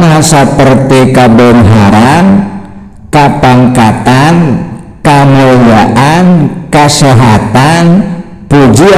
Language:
Sundanese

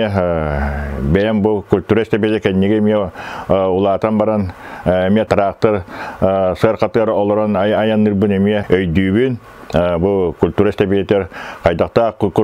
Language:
Yakut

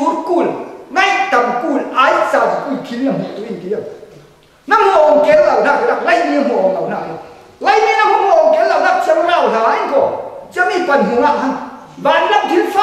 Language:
Falam Chin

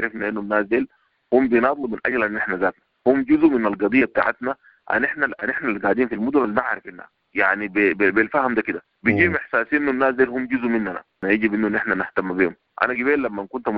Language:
Sudanese Arabic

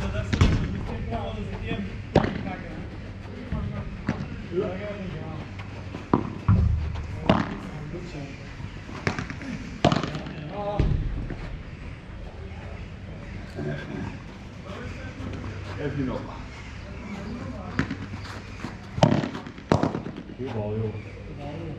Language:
Dutch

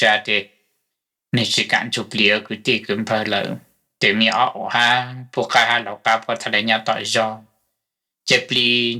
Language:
Hmong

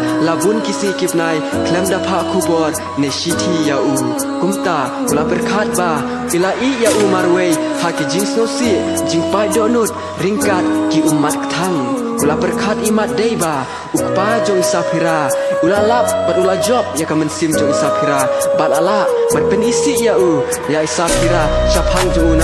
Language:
Khasi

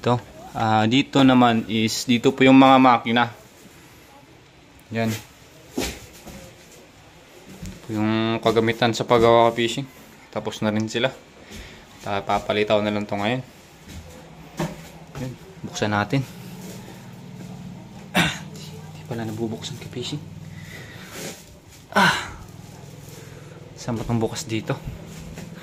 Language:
Filipino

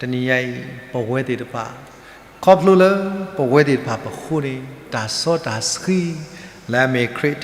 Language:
S'gaw Karen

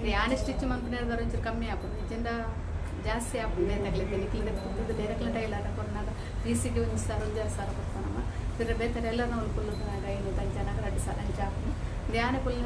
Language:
Tulu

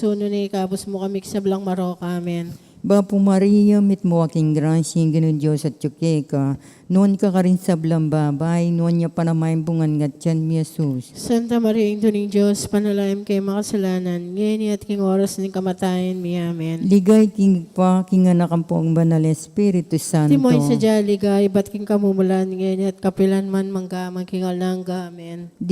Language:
Pampanga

